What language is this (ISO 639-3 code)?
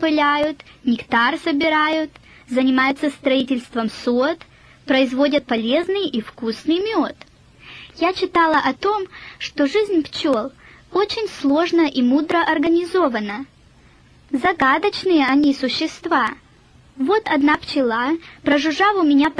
rus